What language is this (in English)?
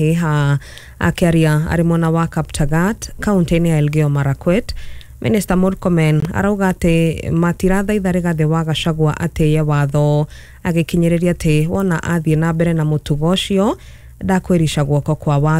Kikuyu